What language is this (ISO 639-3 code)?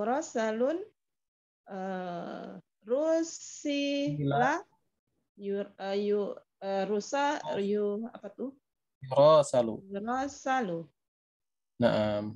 ind